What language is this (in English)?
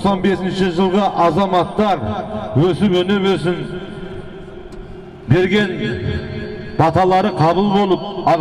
Kazakh